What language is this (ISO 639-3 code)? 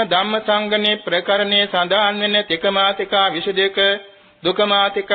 sin